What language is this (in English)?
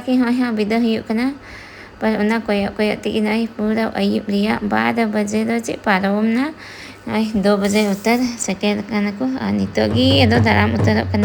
Santali